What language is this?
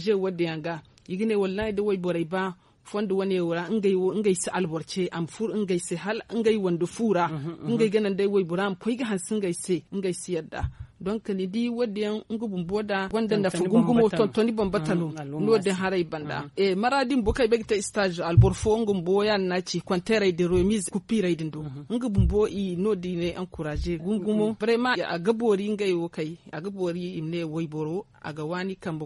Zarma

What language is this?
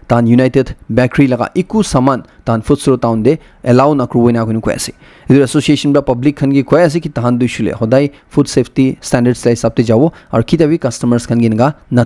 Naga Pidgin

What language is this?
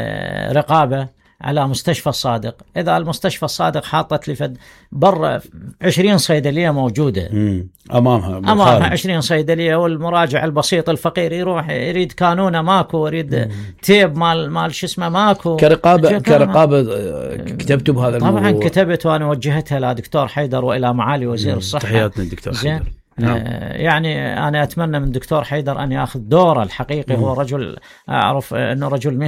Mesopotamian Arabic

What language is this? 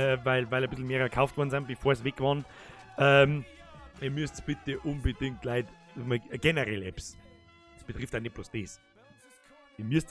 Bavarian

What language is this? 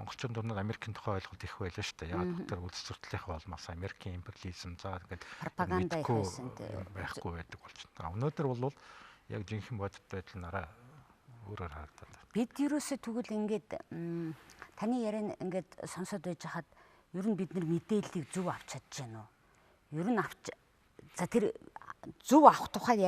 Mongolian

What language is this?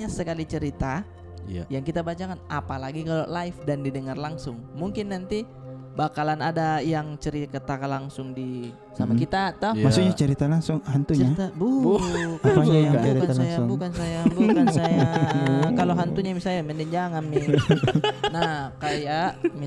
Makassar Malay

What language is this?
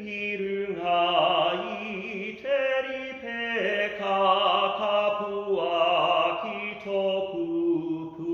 Māori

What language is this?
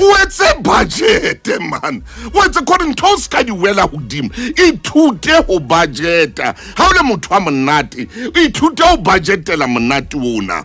Southern Sotho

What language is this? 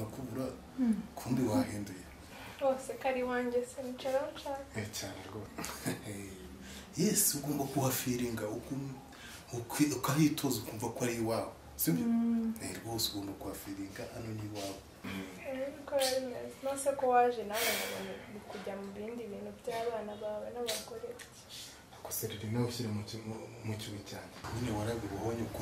Kinyarwanda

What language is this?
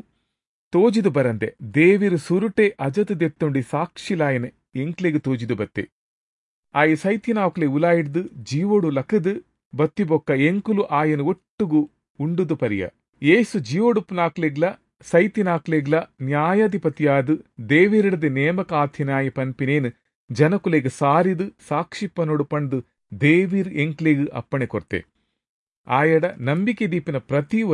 Tulu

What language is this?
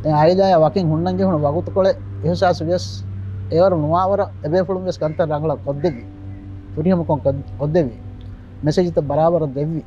Divehi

